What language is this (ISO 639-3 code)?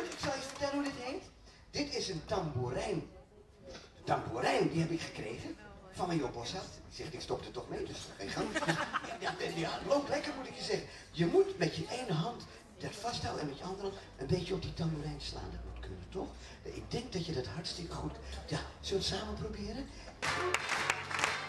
nld